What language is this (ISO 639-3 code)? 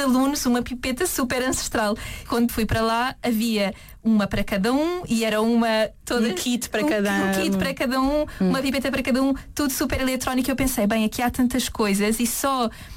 por